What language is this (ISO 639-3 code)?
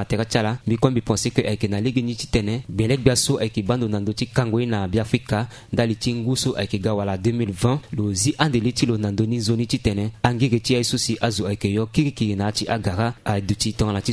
sag